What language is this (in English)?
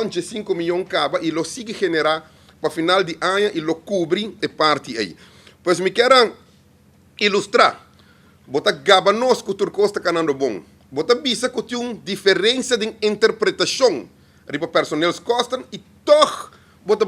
Papiamento